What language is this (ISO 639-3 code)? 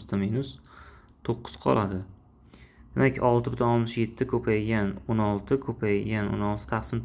uzb